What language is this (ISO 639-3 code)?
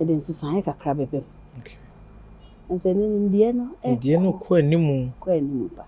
aka